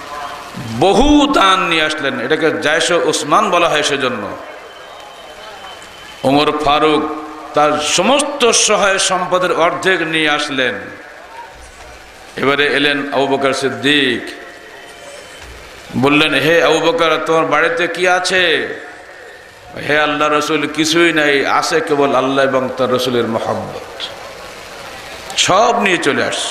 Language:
Bangla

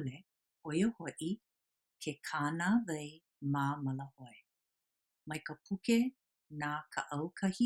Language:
Hawaiian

